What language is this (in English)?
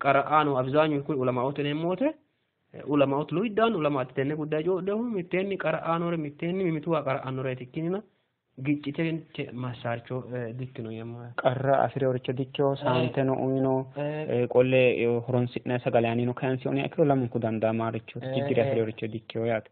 Sidamo